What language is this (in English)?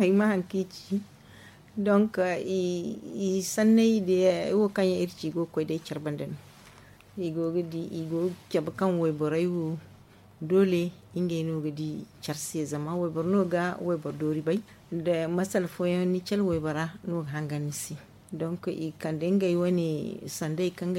Zarma